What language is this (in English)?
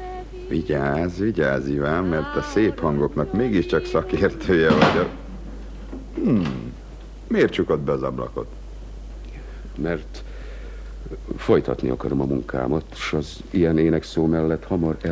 Hungarian